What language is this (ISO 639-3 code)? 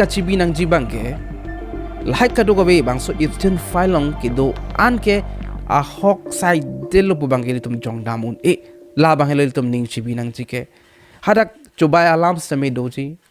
mjw